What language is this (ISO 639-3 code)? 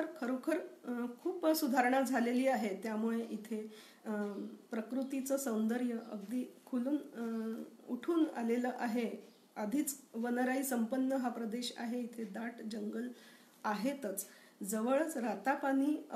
mar